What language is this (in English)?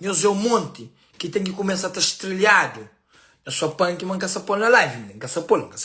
Kabuverdianu